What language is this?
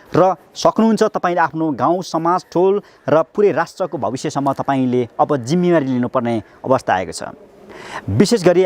Nepali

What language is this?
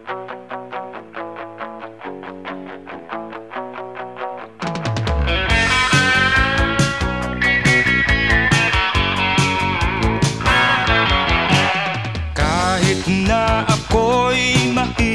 Filipino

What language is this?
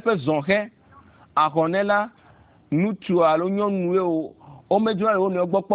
Ewe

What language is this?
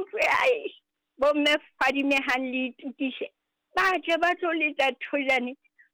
Southern Sotho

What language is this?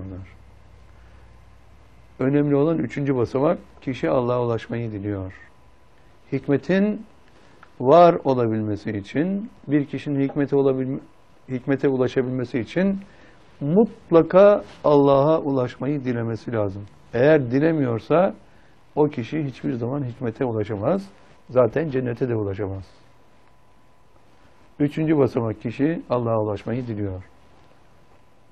Turkish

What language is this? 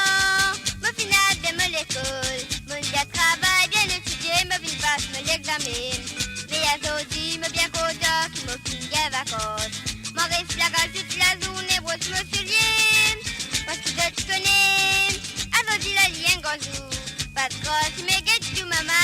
Morisyen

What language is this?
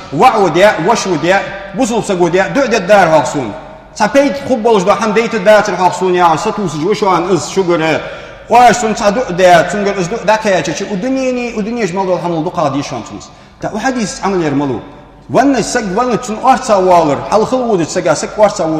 Ingush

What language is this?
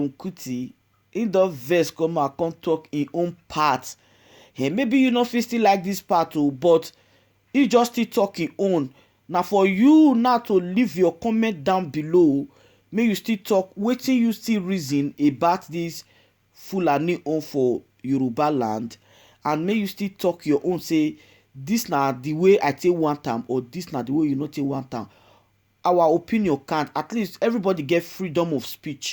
Nigerian Pidgin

